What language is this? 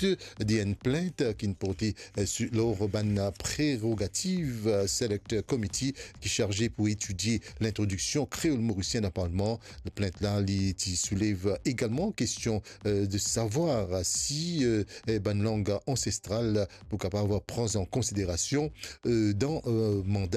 Morisyen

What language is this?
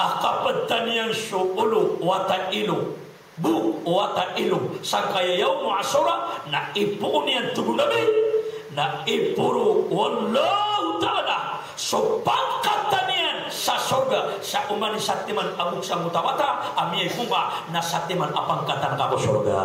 Maranao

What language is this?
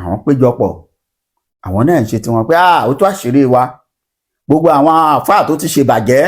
Yoruba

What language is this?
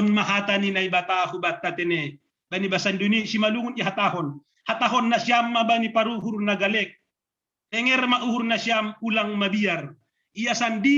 Batak Simalungun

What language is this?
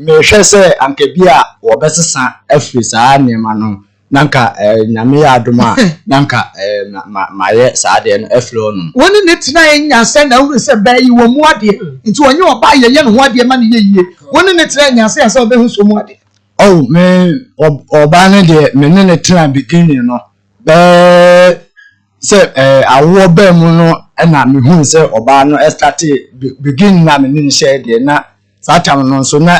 Akan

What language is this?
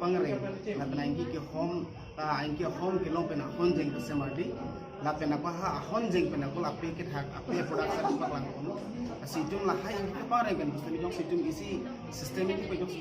Karbi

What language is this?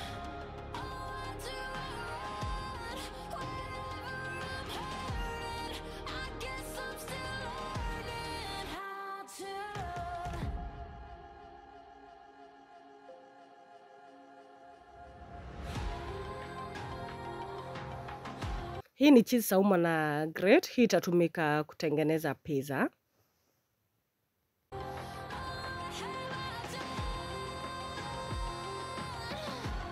Swahili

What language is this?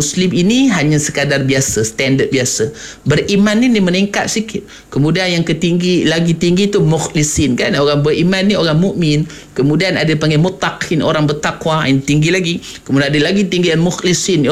Malay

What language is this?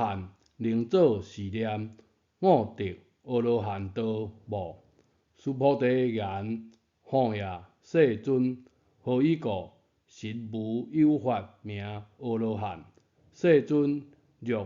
Min Nan Chinese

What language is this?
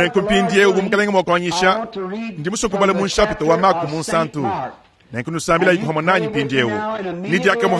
Luba-Lulua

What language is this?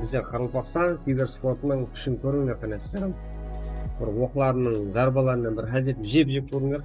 Kara-Kalpak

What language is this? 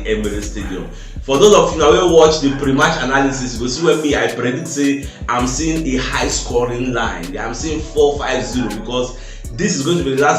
Nigerian Pidgin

